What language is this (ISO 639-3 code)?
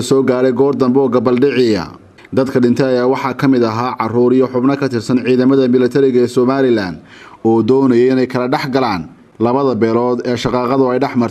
som